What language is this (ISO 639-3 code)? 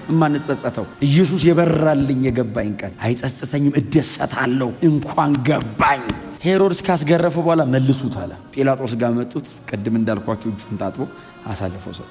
amh